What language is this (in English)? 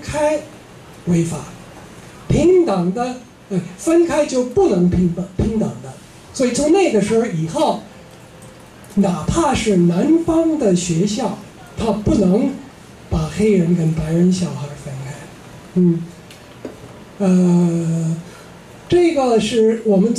Chinese